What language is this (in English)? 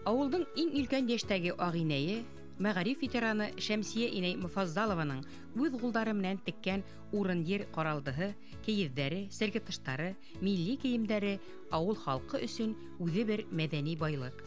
Bashkir